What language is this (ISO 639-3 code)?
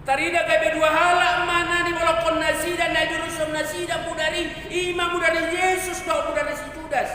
bbc